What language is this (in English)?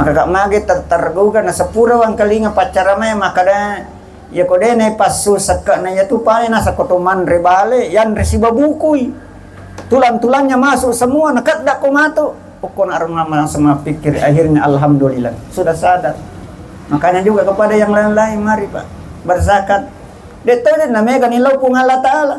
Buginese